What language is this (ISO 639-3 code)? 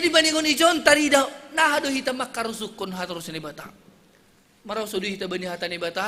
bts